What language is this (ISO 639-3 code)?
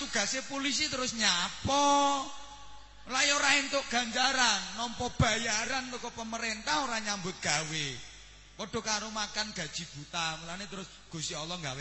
jav